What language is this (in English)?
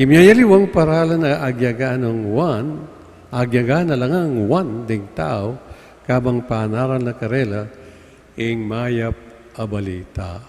Pampanga